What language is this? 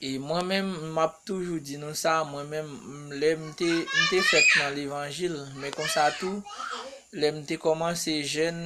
Haitian Creole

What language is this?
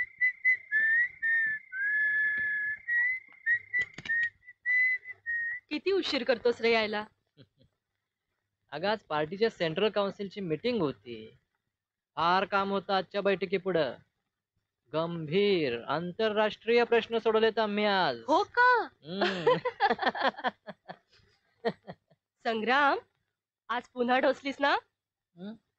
Marathi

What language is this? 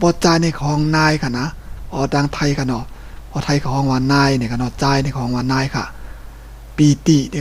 Shan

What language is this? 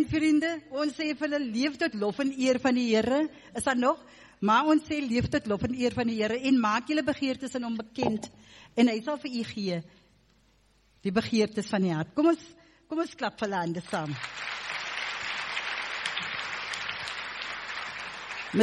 Afrikaans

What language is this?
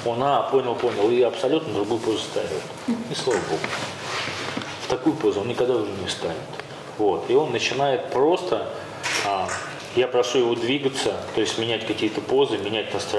Russian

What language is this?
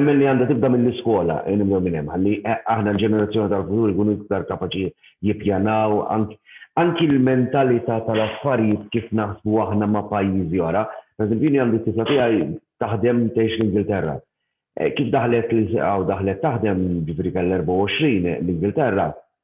Maltese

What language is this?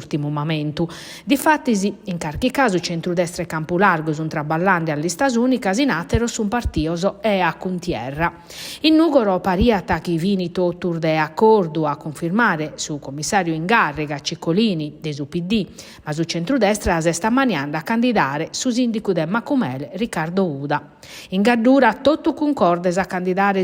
Sardinian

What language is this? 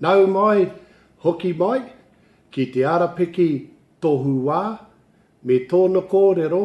Māori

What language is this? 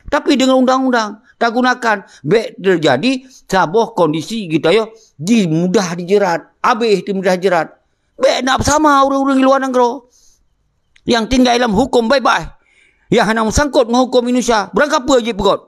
Achinese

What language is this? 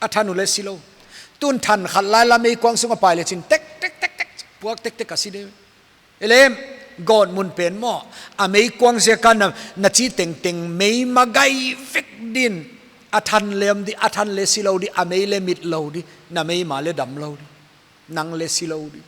Paite Chin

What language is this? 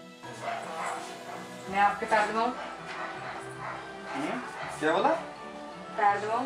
Hindi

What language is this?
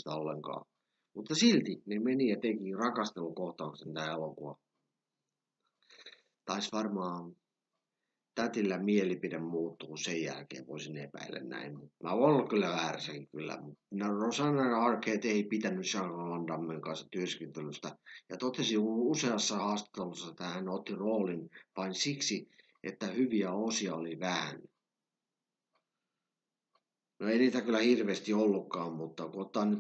Finnish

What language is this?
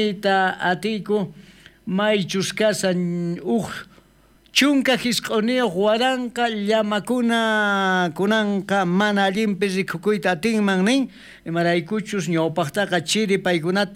South Bolivian Quechua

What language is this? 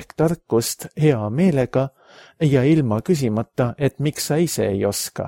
Estonian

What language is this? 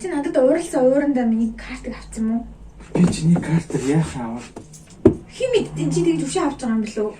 Mongolian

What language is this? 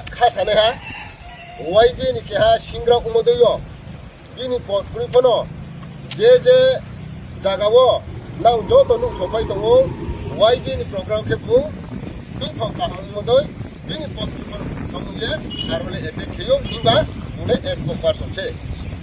Riang (India)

